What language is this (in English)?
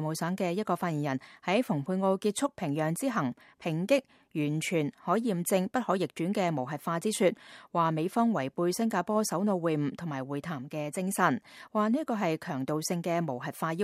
Cantonese